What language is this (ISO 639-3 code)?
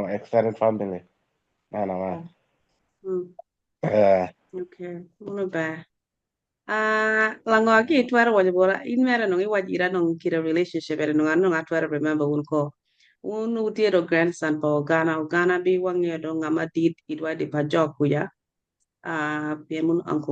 ach